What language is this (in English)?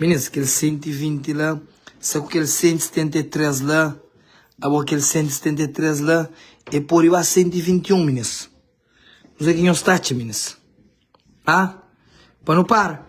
Kabuverdianu